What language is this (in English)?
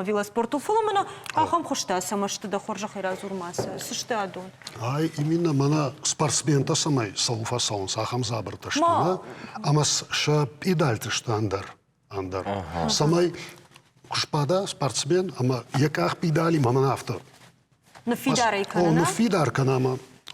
Ossetic